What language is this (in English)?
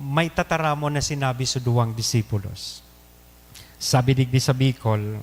Bikol